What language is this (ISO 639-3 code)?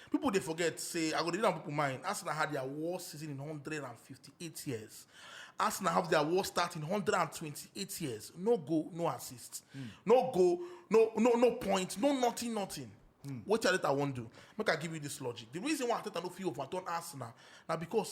pcm